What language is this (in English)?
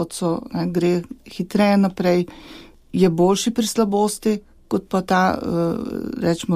Slovenian